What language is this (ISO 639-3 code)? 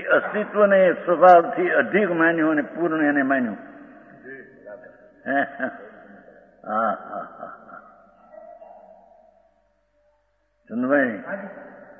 guj